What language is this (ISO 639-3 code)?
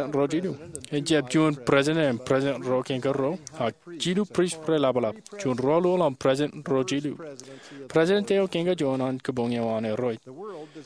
mah